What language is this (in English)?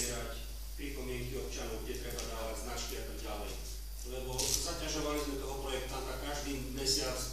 Slovak